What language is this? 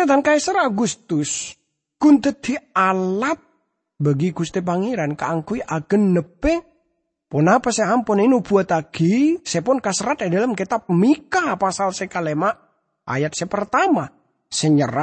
Madurese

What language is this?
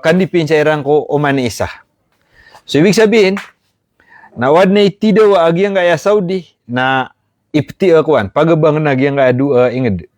Maranao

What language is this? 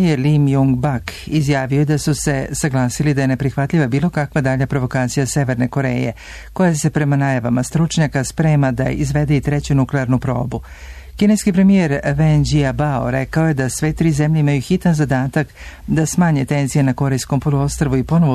Serbian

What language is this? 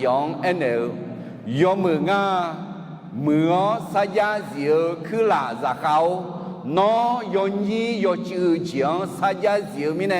Akha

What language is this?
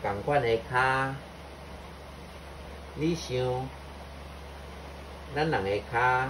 Min Nan Chinese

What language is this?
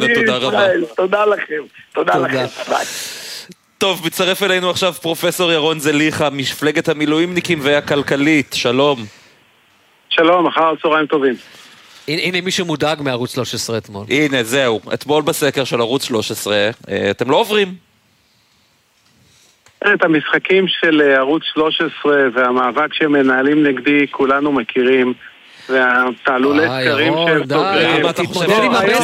Hebrew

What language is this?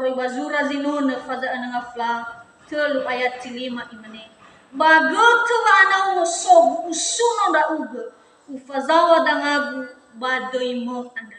Nias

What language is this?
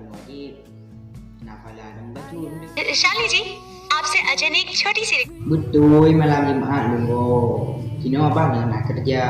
Achinese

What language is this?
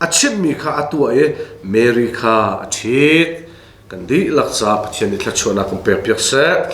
Hakha Chin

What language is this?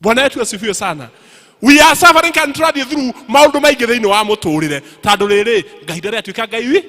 Kikuyu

